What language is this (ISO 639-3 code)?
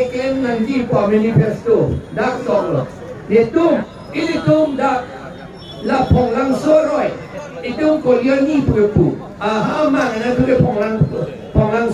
mjw